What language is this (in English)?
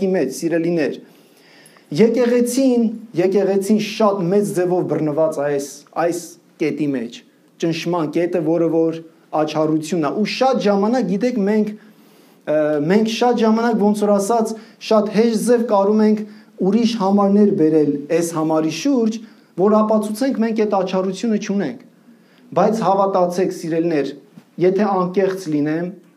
Armenian